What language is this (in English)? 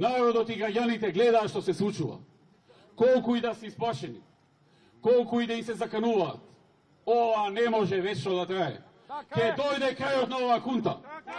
Macedonian